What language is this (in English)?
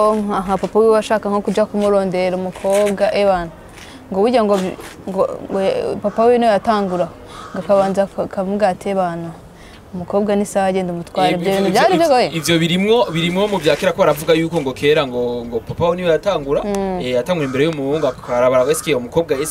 Rundi